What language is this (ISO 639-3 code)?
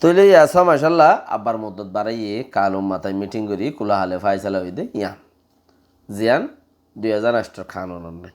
rhg